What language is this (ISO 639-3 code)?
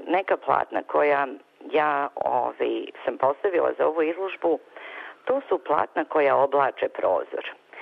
srp